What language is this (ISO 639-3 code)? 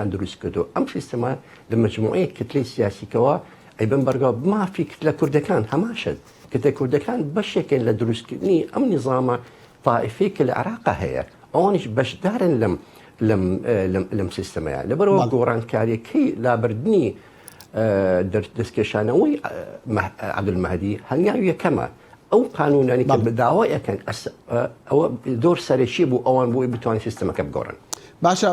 ckb